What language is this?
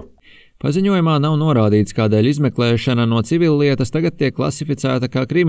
Latvian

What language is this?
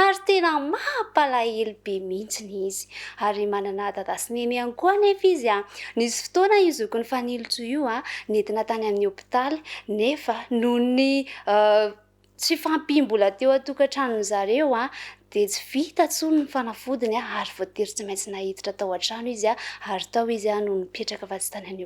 Malagasy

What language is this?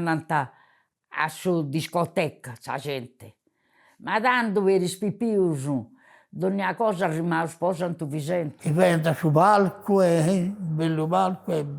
Sardinian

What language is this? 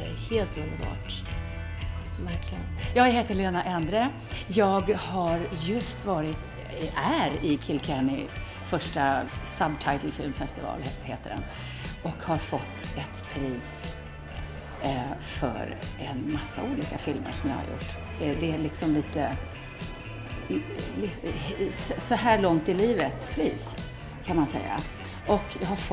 Swedish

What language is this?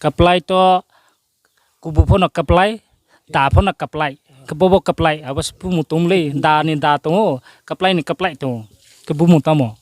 Riang (India)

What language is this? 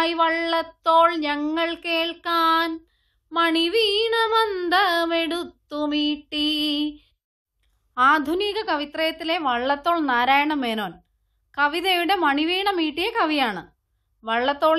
Malayalam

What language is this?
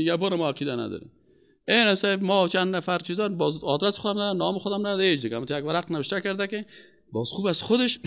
Persian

